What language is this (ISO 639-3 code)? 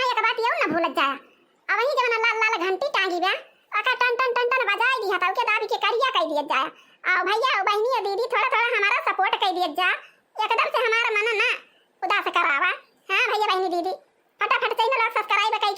awa